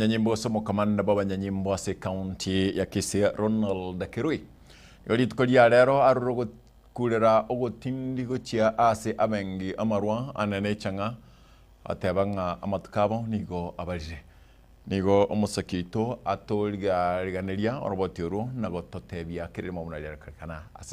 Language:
Gusii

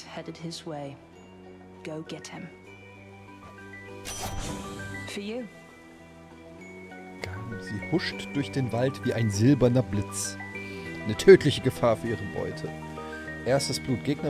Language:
German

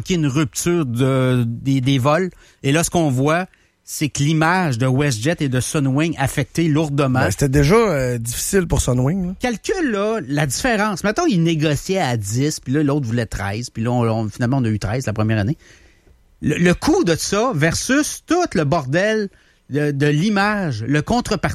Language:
French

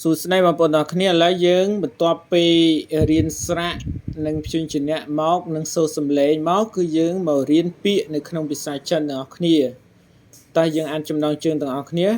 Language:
Khmer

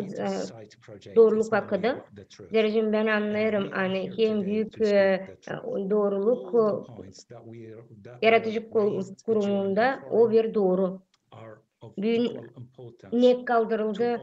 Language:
Gagauz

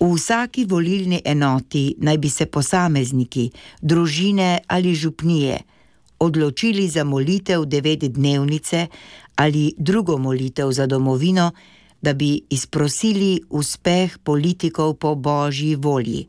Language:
Slovenian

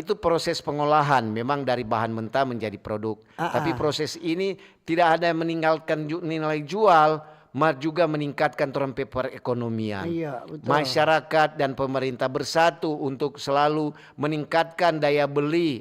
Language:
Manado Malay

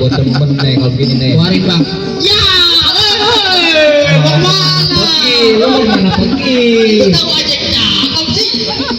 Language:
Betawi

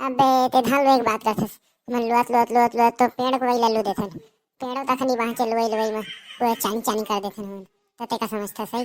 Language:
Chhattisgarhi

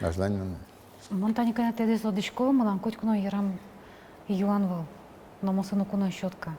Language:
Udmurt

